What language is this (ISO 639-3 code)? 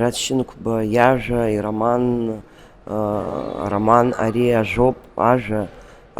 abk